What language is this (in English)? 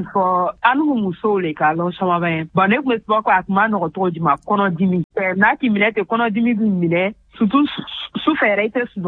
Bambara